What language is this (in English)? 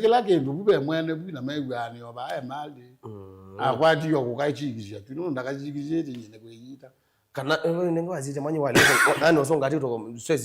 Kamba